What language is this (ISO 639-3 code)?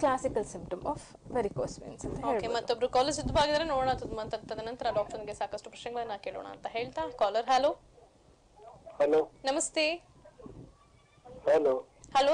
kan